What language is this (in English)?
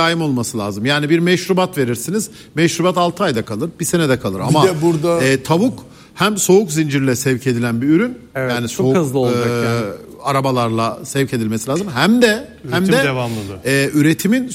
Turkish